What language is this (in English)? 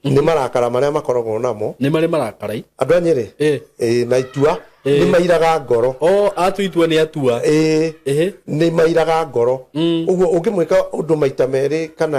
Kikuyu